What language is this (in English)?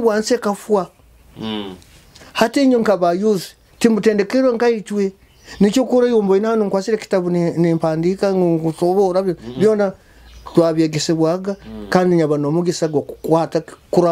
Nyoro